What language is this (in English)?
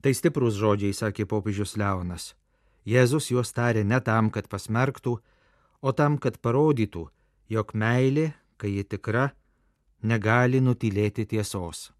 Lithuanian